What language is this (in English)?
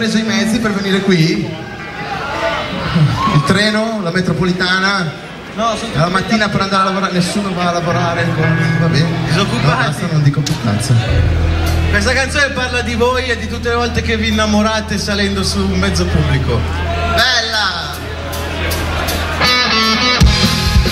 Italian